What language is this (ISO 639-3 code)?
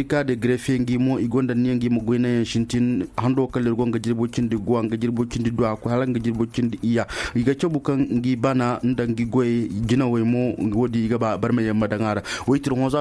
ses